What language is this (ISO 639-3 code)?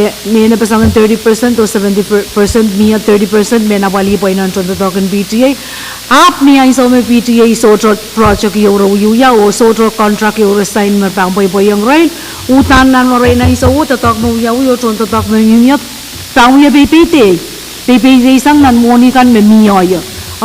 pon